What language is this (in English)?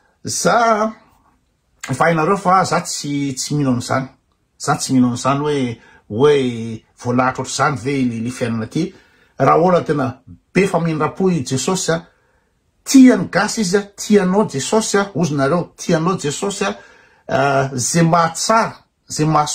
Malagasy